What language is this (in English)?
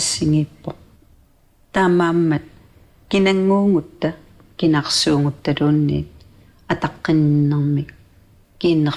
Kalaallisut